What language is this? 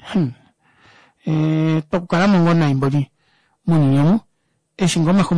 Kuanyama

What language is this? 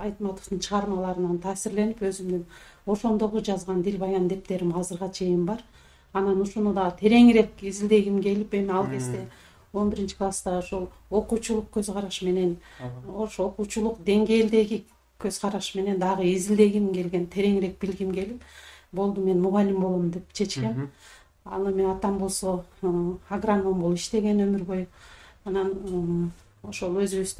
Kyrgyz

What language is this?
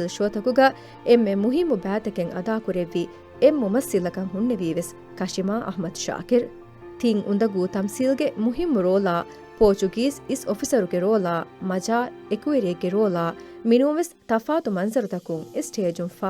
Divehi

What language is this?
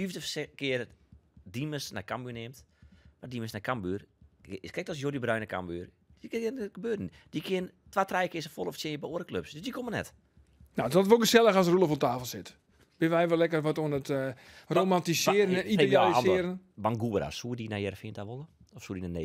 Western Frisian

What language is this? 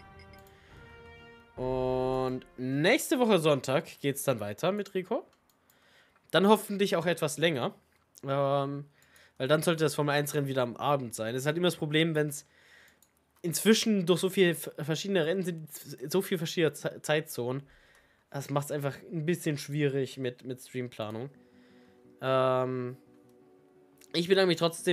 German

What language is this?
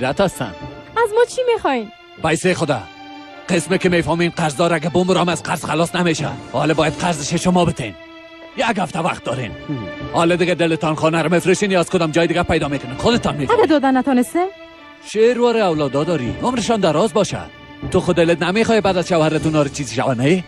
Persian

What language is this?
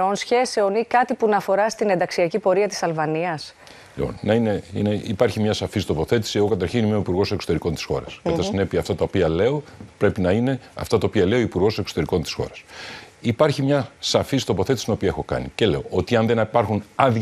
Greek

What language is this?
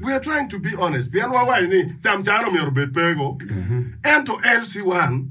Acoli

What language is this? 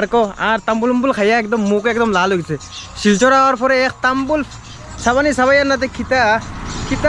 Sylheti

